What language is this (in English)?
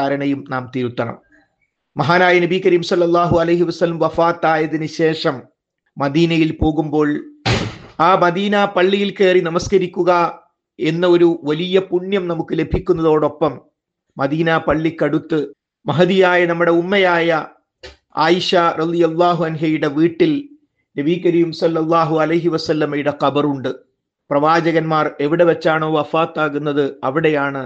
Malayalam